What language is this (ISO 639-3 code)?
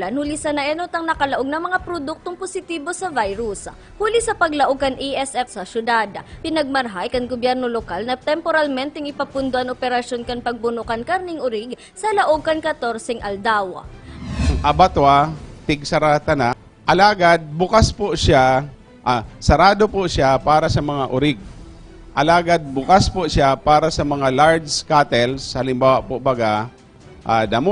bik